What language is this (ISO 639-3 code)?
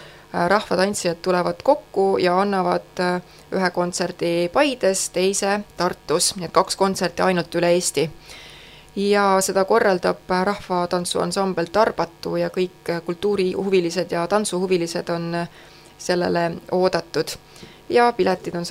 est